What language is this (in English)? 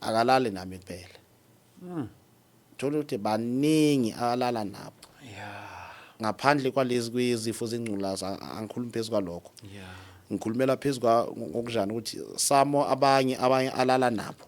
Zulu